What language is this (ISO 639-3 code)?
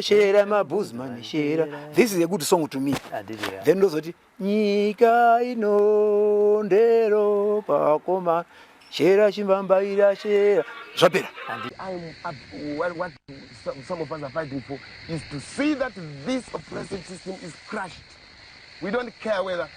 sna